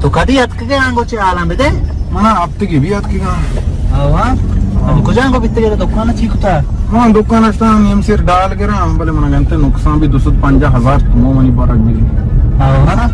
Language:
Baluchi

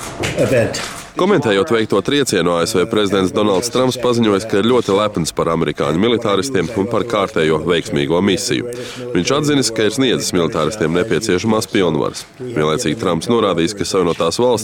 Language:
Latvian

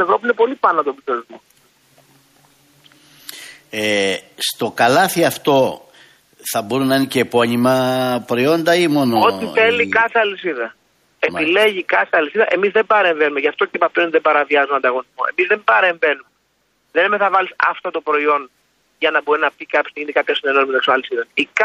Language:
Greek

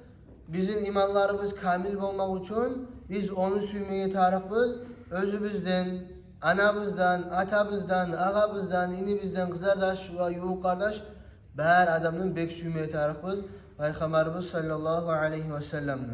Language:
Kumyk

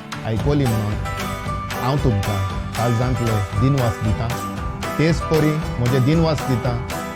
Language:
Konkani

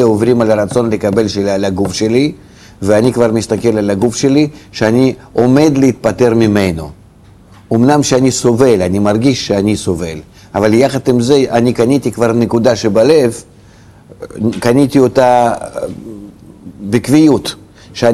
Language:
Hebrew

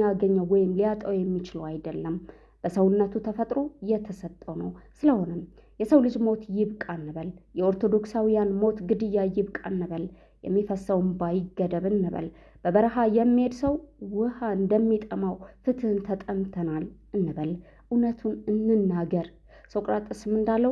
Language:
Amharic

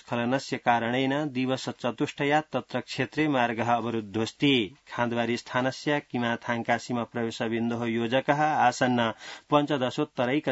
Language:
Sanskrit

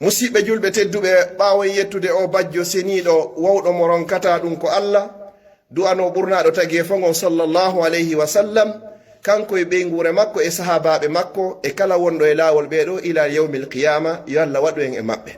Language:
Pular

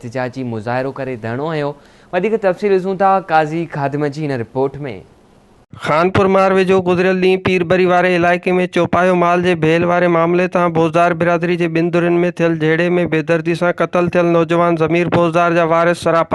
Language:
Sindhi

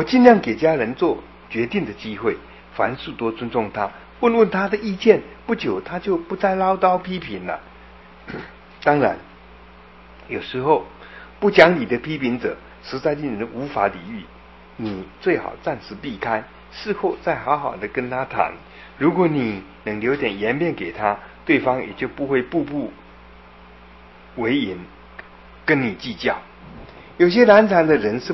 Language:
Chinese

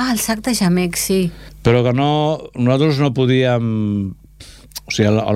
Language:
Catalan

